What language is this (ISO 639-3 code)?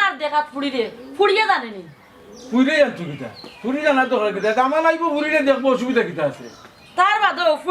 syl